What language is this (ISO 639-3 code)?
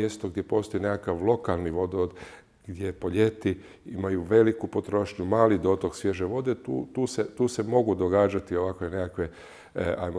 hrv